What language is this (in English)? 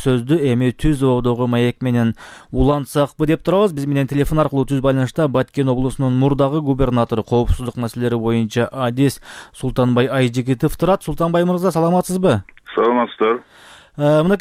Kyrgyz